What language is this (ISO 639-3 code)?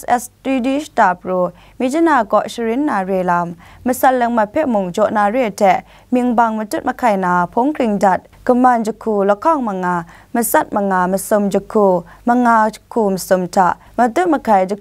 kac